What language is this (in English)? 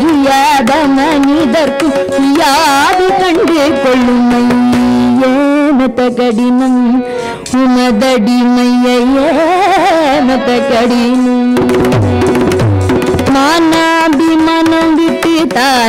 Tamil